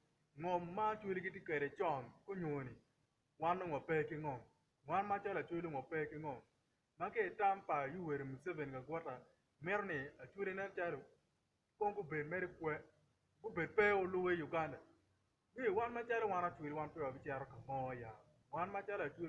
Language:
Acoli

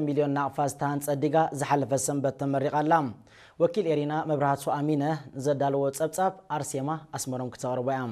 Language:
Tigrinya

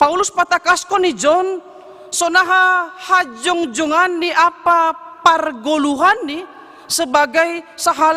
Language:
Batak Simalungun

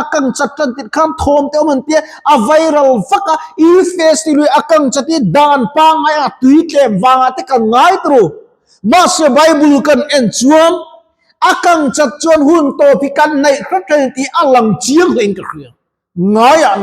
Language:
Mizo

